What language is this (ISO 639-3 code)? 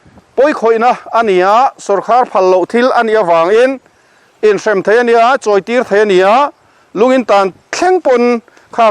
lus